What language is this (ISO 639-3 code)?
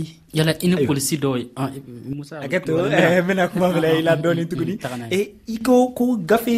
dyu